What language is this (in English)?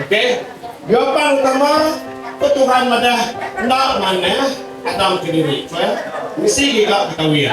Iban